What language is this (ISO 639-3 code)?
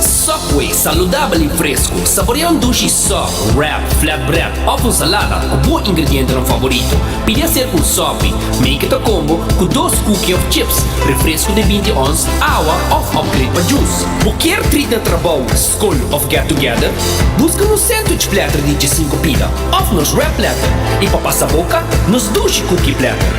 pap